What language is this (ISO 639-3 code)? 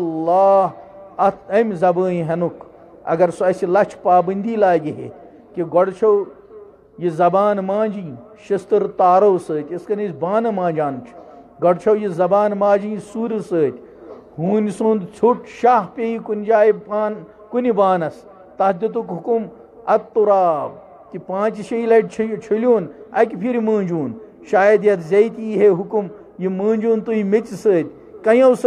kas